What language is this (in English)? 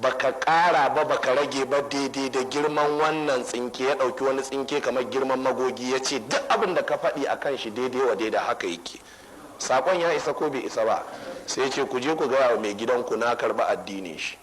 Hausa